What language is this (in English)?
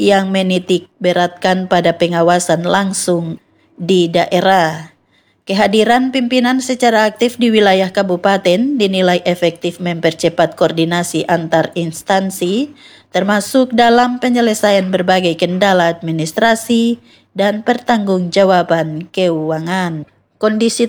Indonesian